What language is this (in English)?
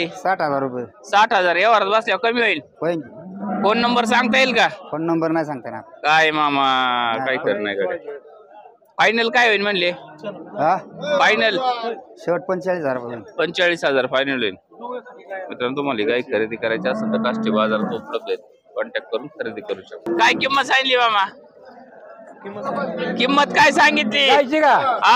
Marathi